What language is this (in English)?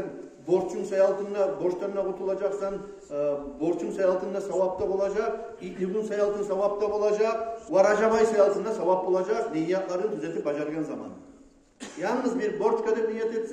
Kumyk